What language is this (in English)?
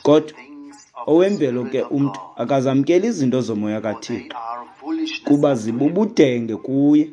Xhosa